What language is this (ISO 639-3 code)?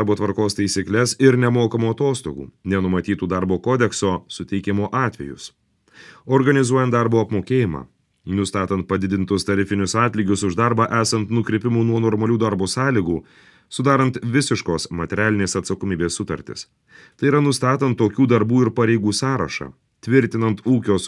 lit